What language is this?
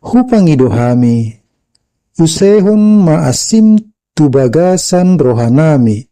Batak Toba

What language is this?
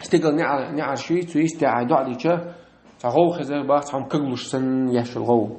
Chechen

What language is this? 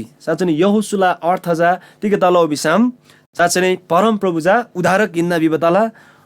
Eastern Tamang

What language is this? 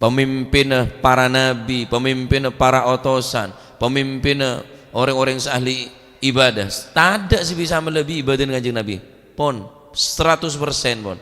Madurese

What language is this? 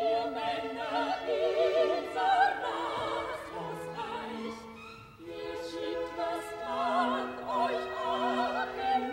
German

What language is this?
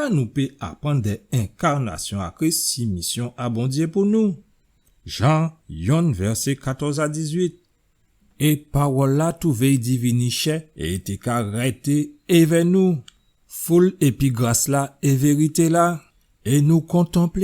Guadeloupean Creole French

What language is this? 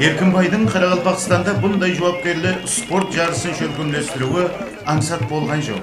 Kara-Kalpak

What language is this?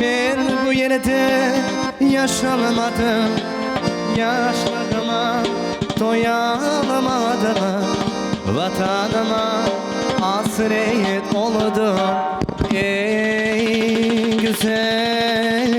Crimean Tatar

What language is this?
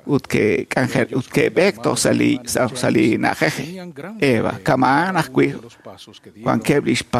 Kekchí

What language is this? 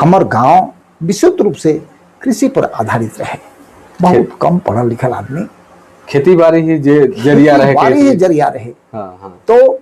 Sadri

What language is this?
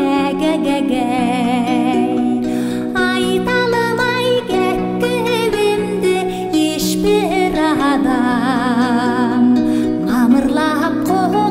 Kazakh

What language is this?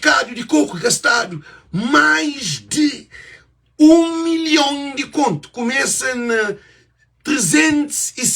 Kabuverdianu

